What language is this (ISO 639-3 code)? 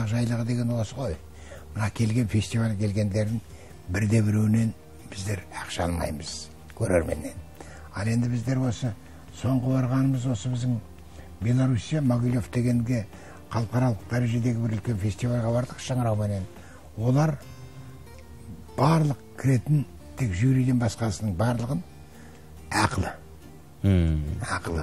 kaz